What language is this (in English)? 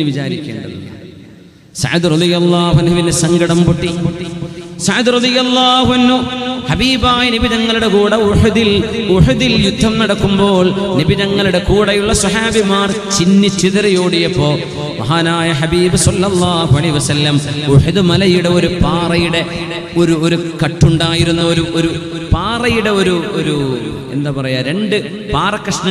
Malayalam